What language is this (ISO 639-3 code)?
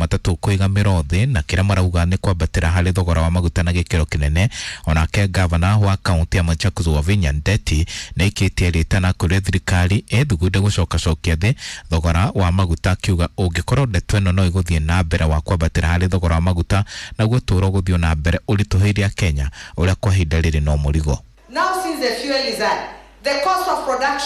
kik